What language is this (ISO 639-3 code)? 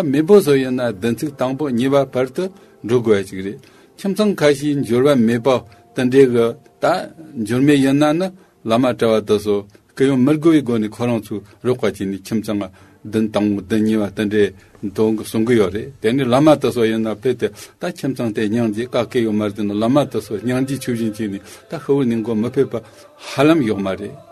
bod